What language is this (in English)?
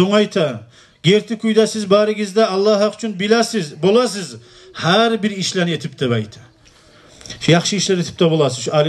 Kumyk